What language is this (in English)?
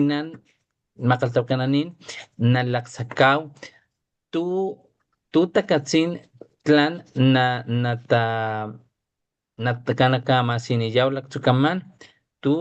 Papantla Totonac